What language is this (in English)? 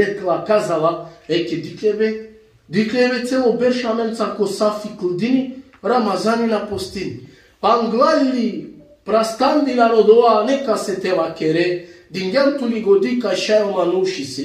Balkan Romani